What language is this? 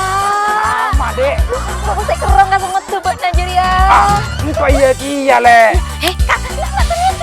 Madurese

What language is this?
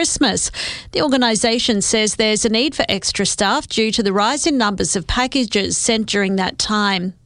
English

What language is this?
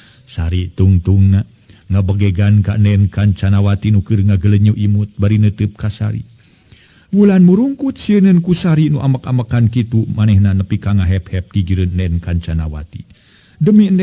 Sundanese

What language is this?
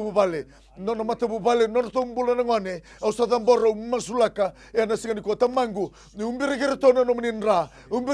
Fijian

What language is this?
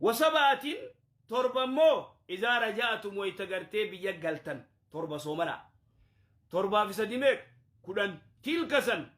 Oromo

